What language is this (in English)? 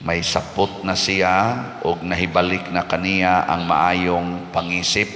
Cebuano